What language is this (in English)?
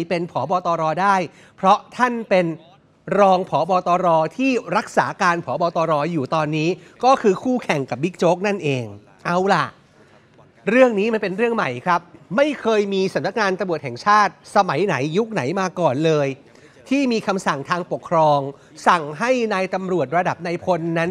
Thai